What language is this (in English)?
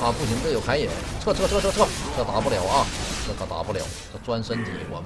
Chinese